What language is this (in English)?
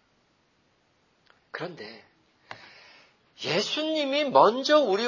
Korean